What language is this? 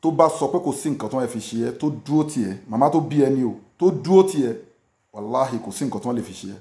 Yoruba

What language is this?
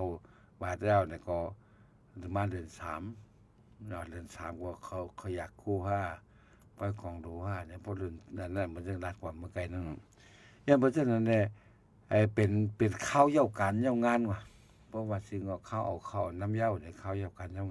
Shan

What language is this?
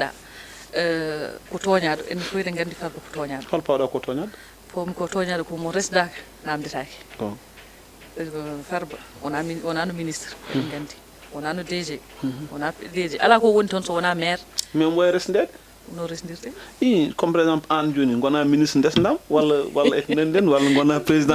Fula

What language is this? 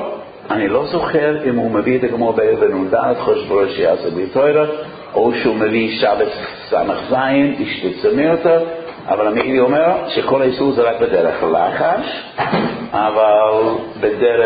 Hebrew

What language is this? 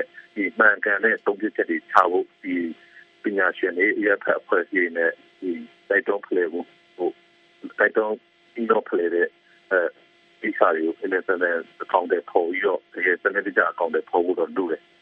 Burmese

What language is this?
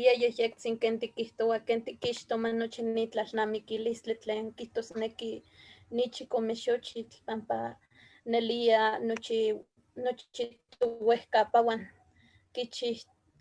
Eastern Huasteca Nahuatl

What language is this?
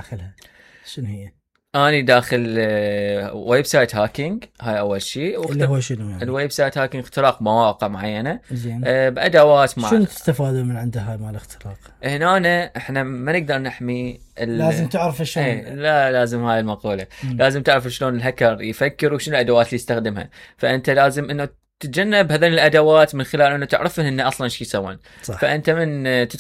Mesopotamian Arabic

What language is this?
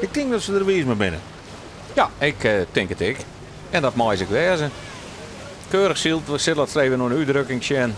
Western Frisian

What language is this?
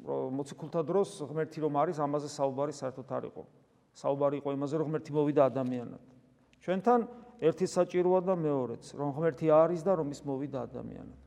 Georgian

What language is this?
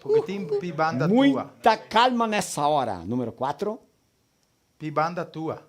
Venetian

